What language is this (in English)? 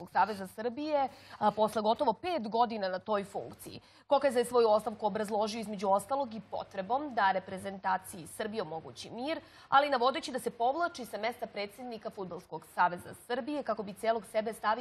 Serbian